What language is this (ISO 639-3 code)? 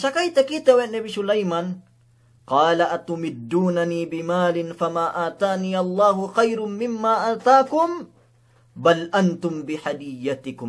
yka